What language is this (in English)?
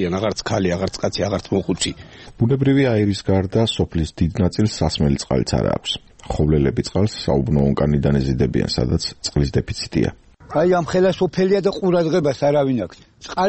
Georgian